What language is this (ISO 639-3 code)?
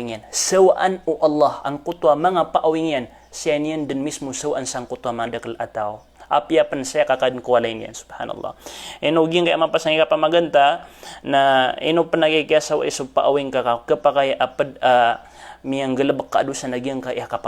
mrw